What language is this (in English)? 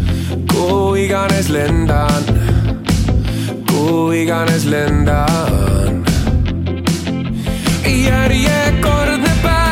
Estonian